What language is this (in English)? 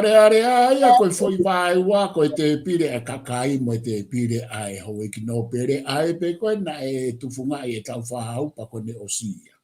Tongan